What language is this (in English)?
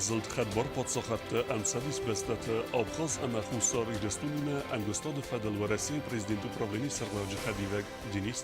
Ossetic